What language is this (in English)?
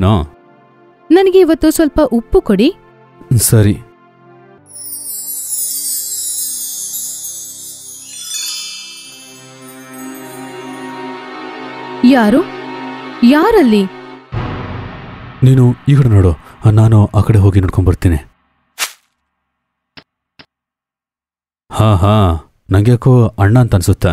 Kannada